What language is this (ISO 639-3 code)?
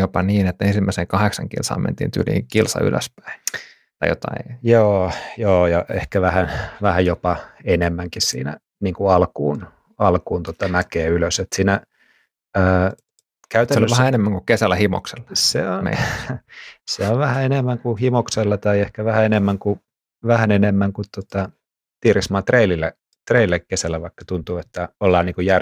fin